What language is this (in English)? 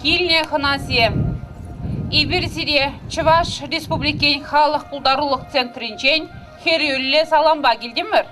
Chuvash